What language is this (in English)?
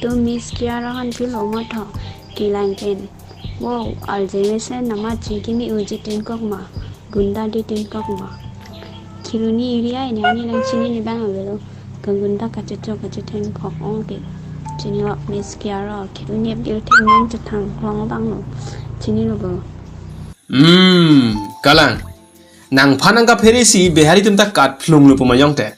Karbi